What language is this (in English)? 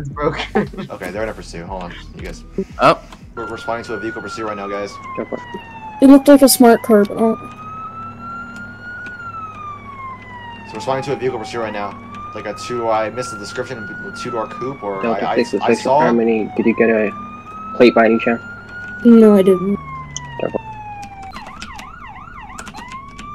English